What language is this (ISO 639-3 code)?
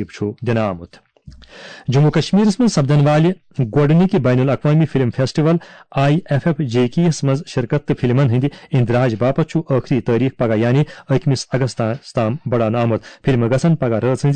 kas